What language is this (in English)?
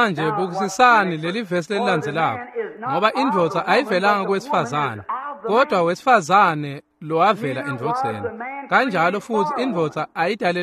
Swati